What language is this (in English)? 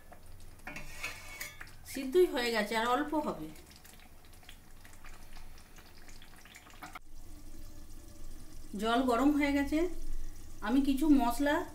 Bangla